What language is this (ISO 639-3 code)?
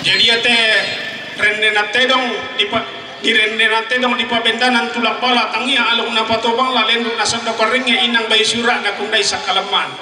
sda